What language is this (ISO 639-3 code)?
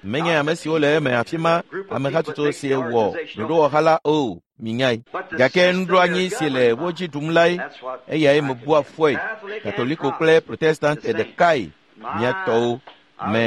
ewe